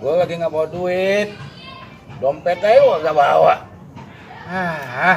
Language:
Betawi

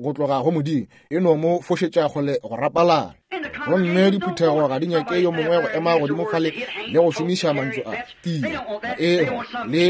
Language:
Northern Sotho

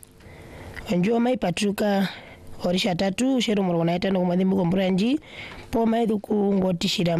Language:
Swahili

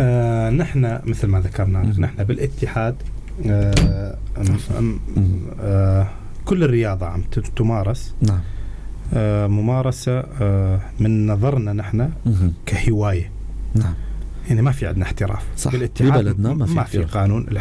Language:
North Levantine Arabic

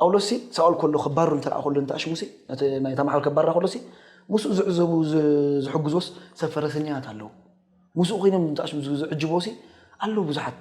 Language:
Tigrinya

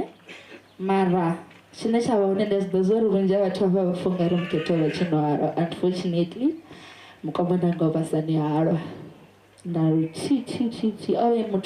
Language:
Venda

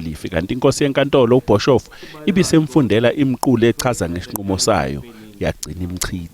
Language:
Zulu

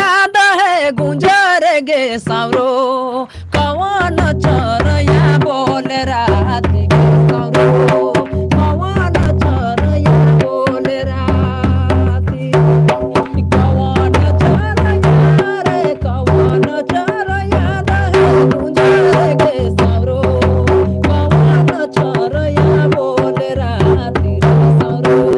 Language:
Sadri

